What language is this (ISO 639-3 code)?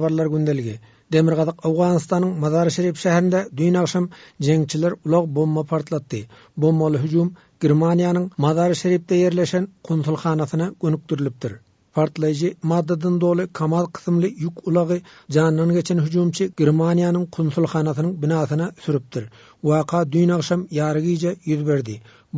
tuk